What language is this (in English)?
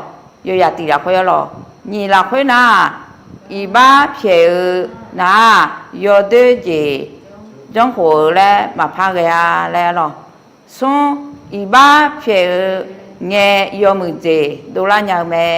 Akha